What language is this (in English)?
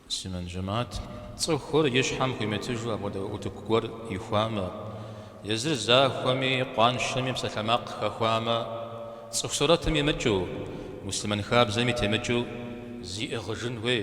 Kabardian